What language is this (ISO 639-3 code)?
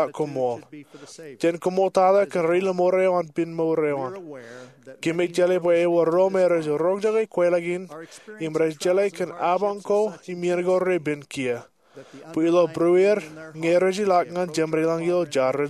mah